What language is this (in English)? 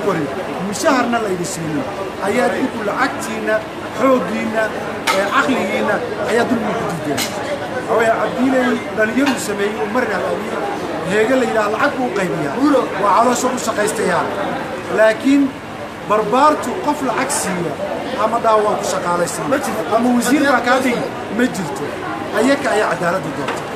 Somali